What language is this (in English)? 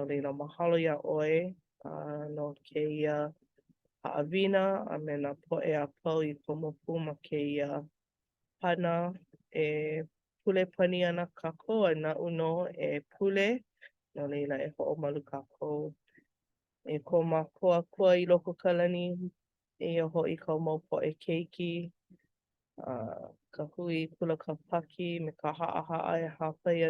Hawaiian